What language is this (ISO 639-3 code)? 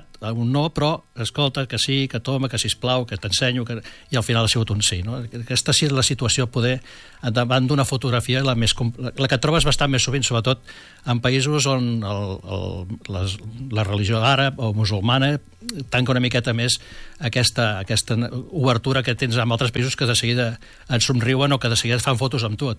cat